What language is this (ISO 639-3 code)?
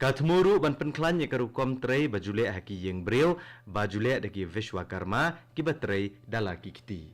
kha